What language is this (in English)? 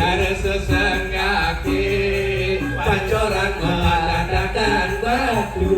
Balinese